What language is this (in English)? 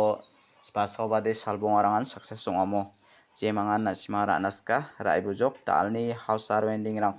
Garo